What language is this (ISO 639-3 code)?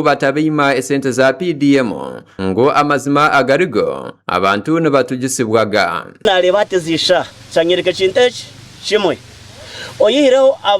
nyn